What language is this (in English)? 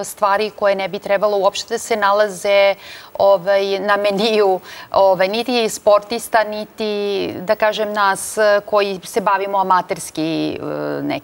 Serbian